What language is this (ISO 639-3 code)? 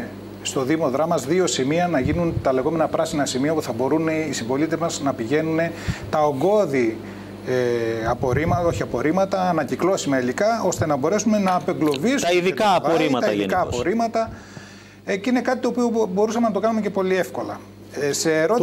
ell